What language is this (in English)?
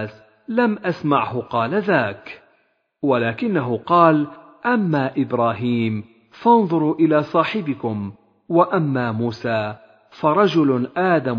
Arabic